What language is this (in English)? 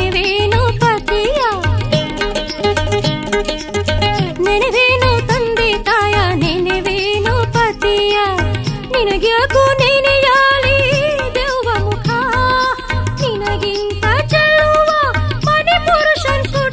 Kannada